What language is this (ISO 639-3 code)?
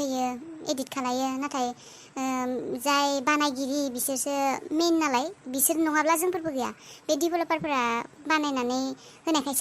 brx